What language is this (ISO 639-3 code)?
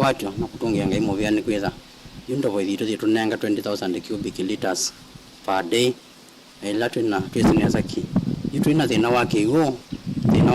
kam